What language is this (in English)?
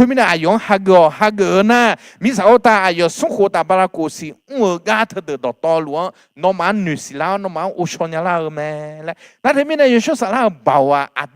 Akha